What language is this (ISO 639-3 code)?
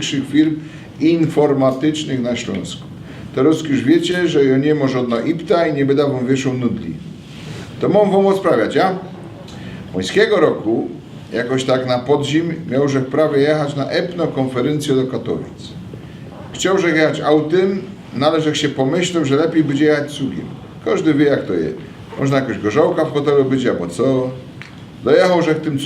szl